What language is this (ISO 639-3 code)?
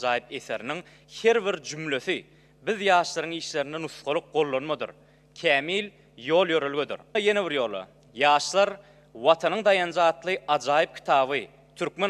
tuk